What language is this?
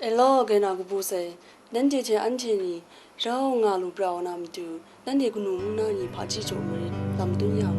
Kachin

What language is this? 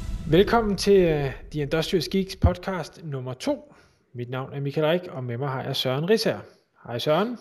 Danish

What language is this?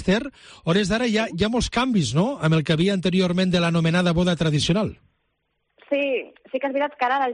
Catalan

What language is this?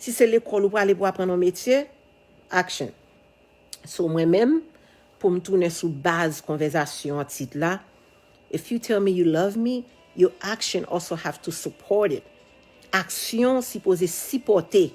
Haitian Creole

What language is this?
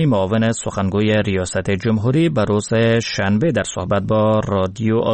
Persian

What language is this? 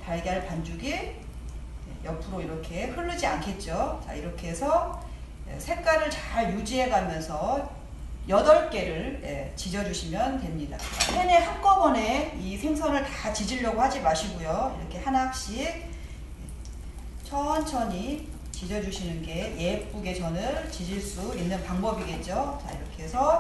Korean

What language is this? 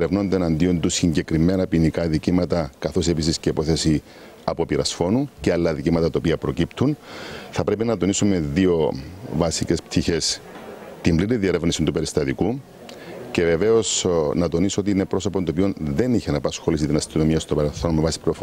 Greek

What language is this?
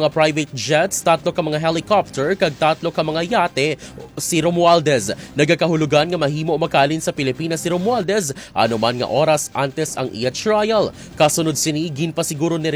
Hiligaynon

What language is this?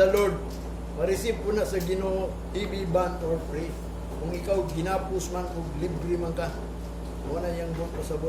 Cebuano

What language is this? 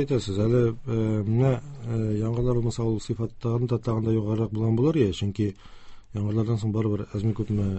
Tatar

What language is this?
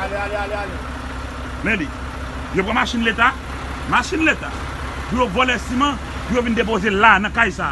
Haitian Creole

